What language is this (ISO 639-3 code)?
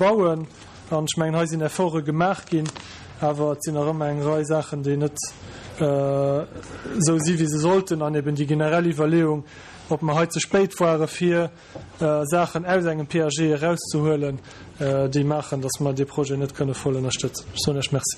ltz